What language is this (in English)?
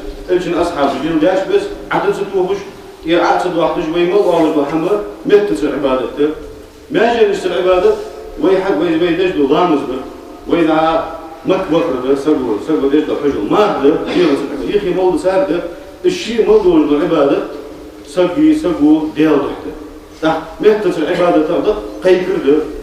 Ingush